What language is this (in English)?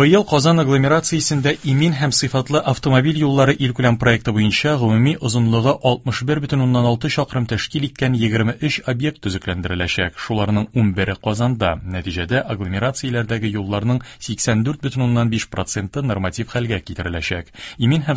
Tatar